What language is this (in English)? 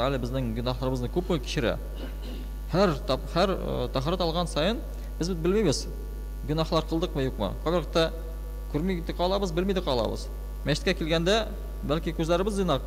Tatar